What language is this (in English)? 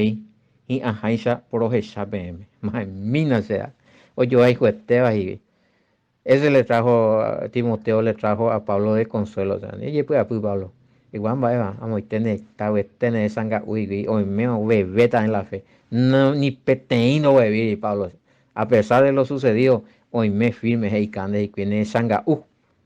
Guarani